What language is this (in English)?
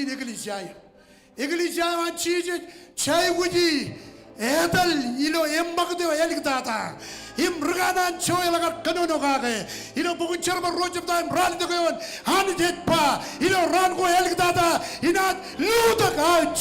Marshallese